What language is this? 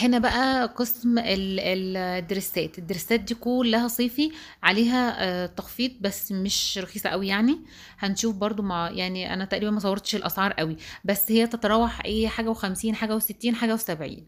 Egyptian Arabic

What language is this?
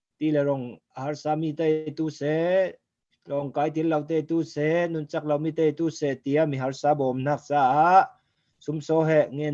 Falam Chin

